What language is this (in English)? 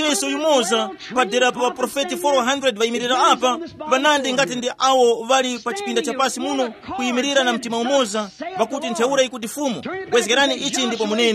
Tumbuka